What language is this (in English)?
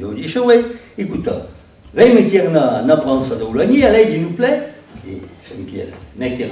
Occitan